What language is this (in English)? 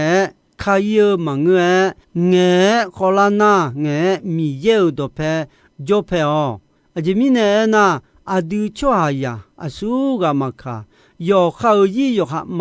Akha